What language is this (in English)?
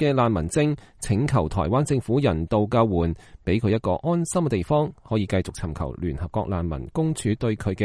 Cantonese